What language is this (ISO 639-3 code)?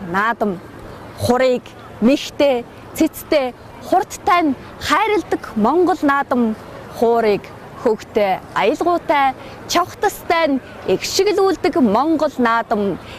mon